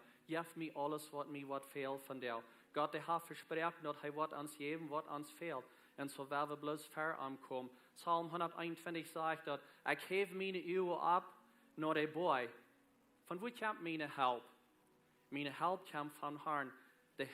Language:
Plautdietsch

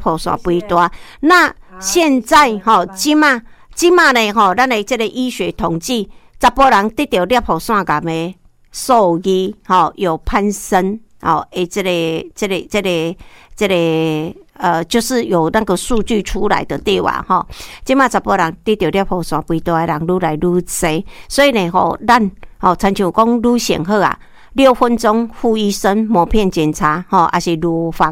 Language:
Min Nan Chinese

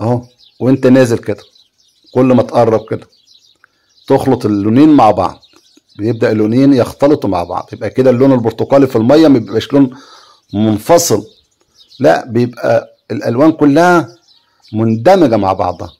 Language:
Egyptian Arabic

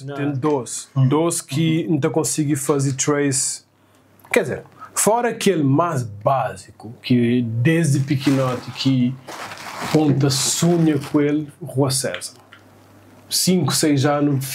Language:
Kabuverdianu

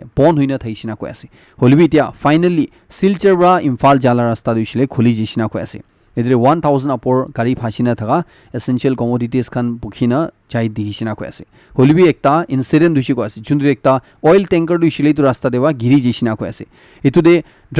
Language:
Naga Pidgin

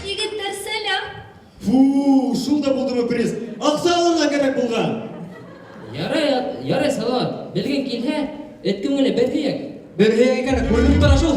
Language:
Bashkir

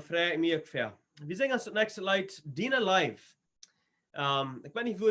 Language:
Plautdietsch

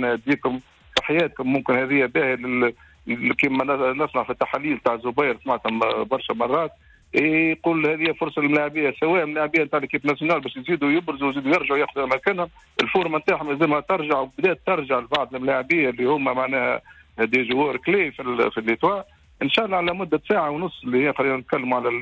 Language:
Tunisian Arabic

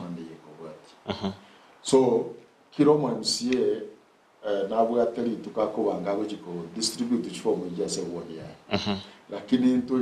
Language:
Gusii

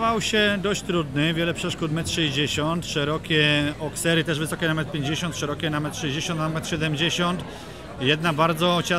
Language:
Polish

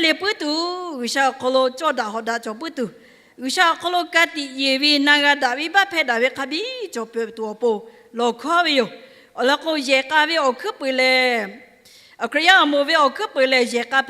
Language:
Lahu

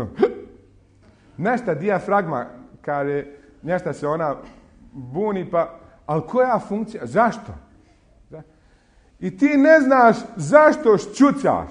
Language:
Bosnian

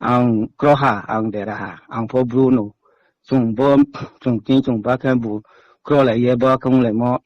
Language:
Riang (India)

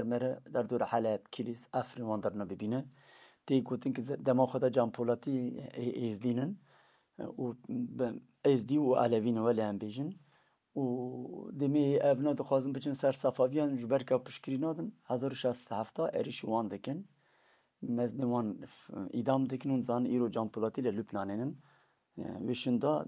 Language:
Kurdish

